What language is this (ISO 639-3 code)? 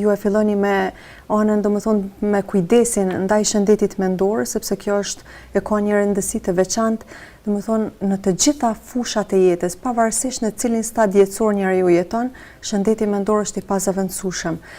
sqi